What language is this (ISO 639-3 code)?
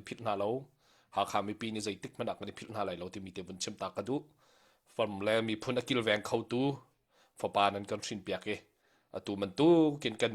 cnh